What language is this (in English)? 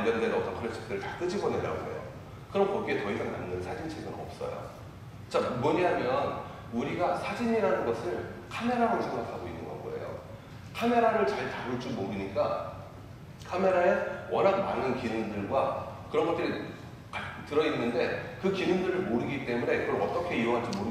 Korean